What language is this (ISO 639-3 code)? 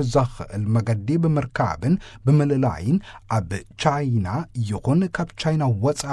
tir